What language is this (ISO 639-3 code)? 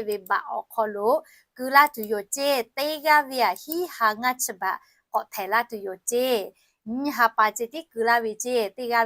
lhu